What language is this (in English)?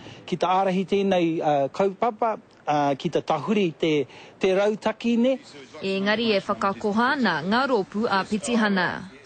Māori